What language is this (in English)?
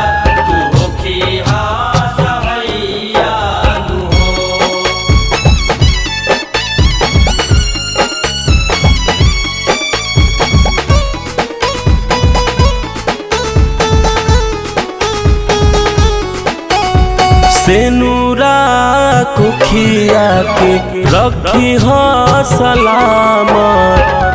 Bhojpuri